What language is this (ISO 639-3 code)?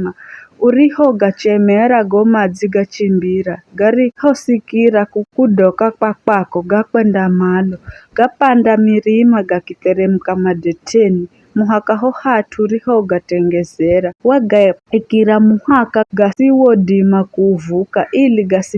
nyf